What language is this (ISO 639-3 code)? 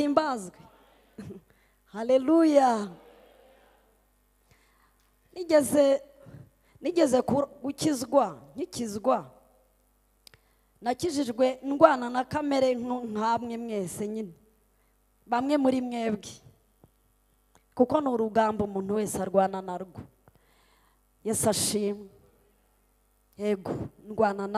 kin